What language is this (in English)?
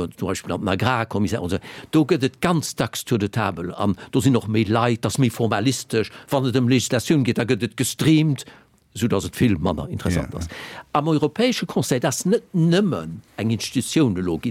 Luxembourgish